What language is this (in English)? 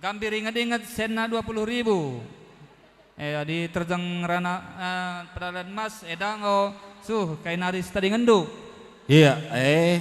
Batak Karo